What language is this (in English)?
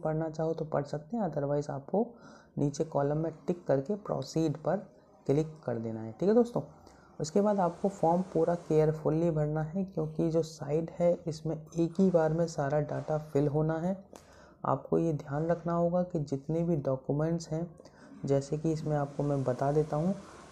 Hindi